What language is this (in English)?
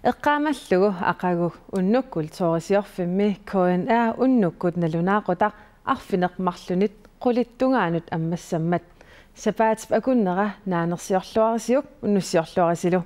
Kalaallisut